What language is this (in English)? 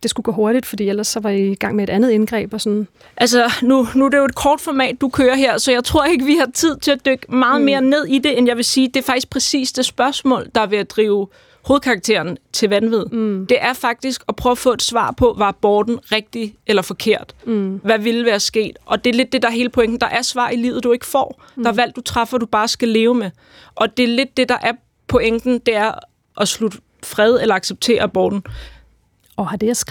Danish